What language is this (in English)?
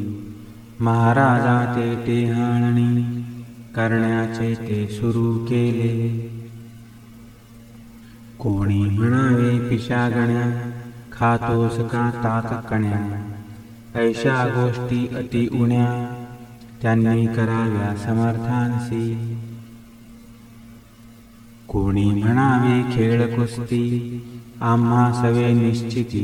Marathi